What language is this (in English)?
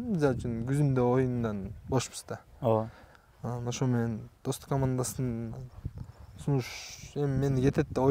Kyrgyz